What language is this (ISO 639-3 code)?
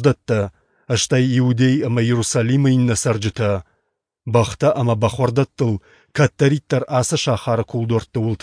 oss